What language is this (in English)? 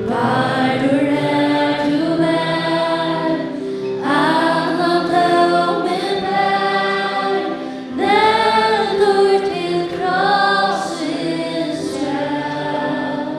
Faroese